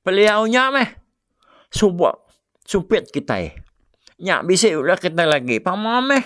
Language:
Iban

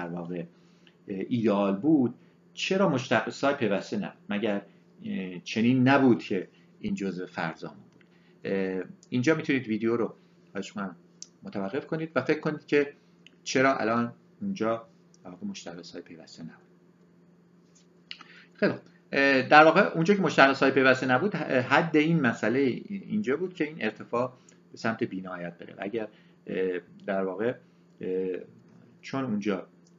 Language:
Persian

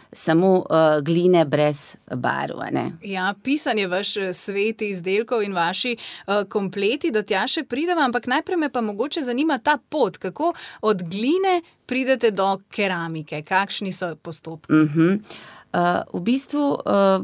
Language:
Slovenian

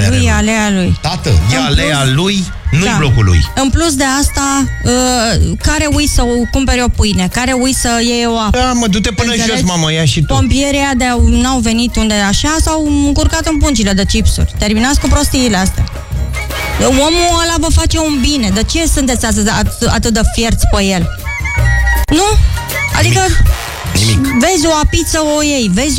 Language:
Romanian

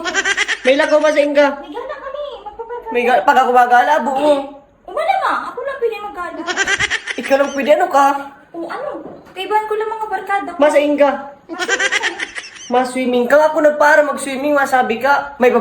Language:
Bikol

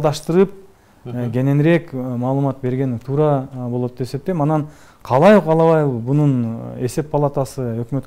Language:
Kyrgyz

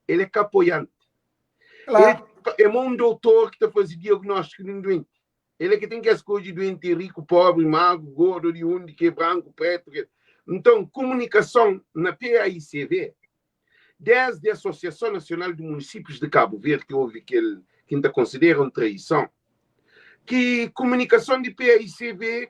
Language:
Kabuverdianu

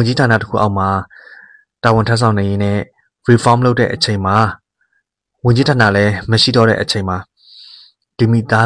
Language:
Burmese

